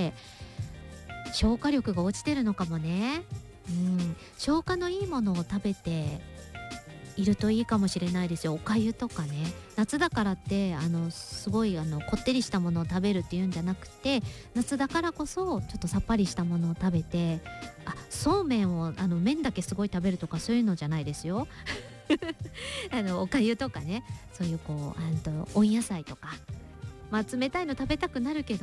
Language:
Japanese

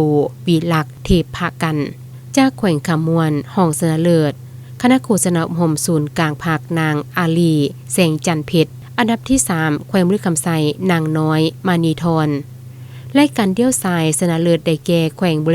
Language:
Lao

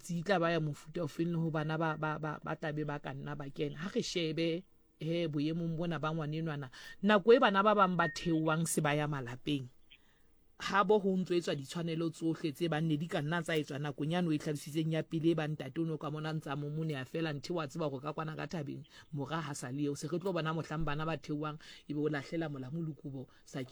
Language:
Southern Sotho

